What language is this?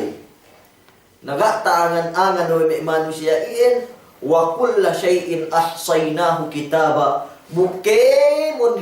Yakan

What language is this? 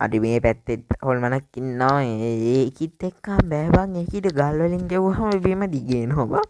Sinhala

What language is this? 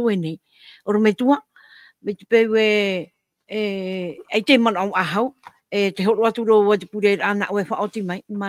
Tahitian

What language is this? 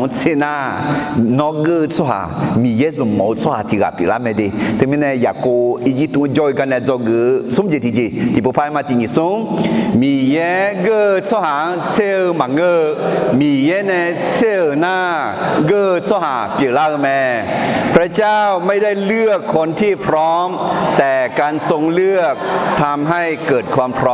Akha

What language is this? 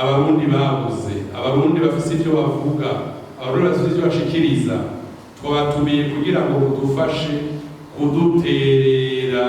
Rundi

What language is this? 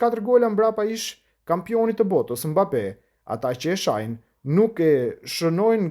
Albanian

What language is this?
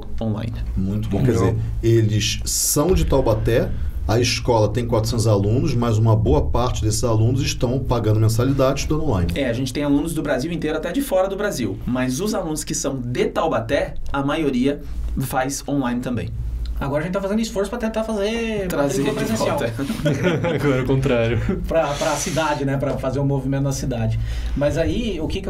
Portuguese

